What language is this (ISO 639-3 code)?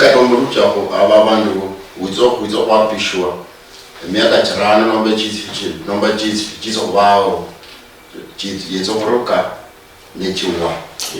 luy